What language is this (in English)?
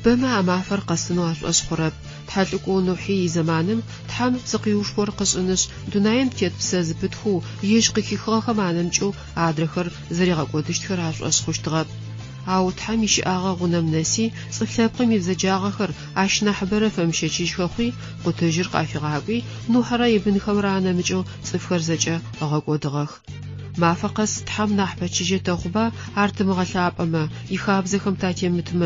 Adyghe